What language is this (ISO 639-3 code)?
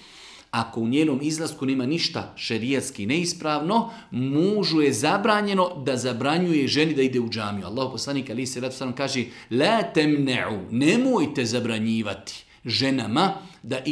bos